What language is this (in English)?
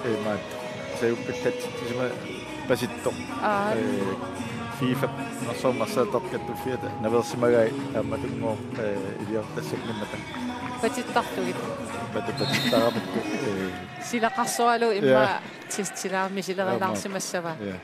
Kalaallisut